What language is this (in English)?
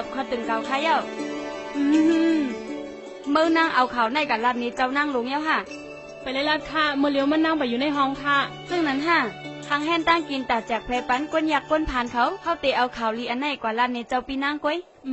Shan